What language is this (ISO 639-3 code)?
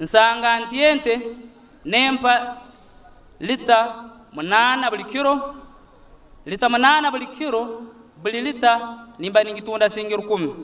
nyn